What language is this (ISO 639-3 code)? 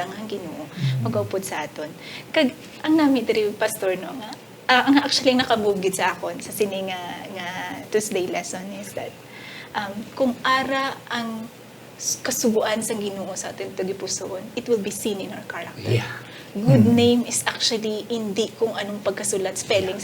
hil